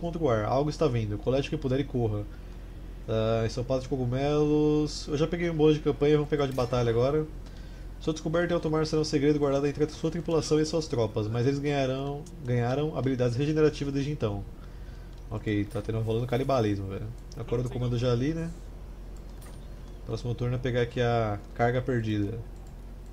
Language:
Portuguese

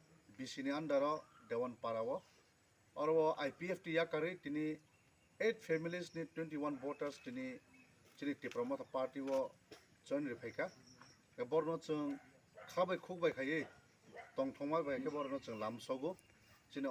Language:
Kok Borok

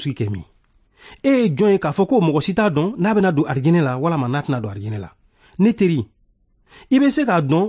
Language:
Bambara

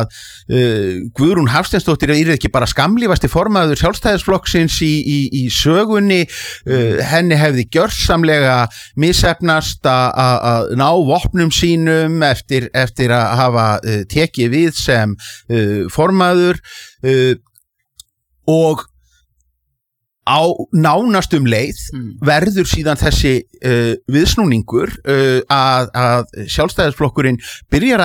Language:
Icelandic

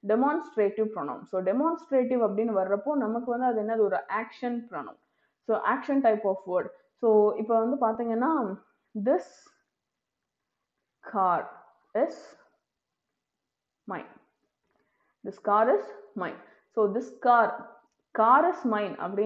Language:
Tamil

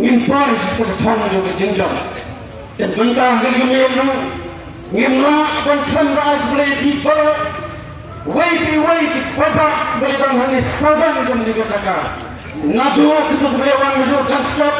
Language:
Khasi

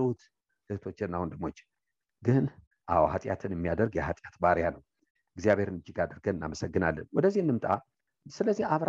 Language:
Amharic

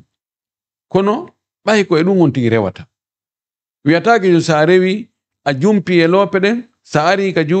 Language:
Fula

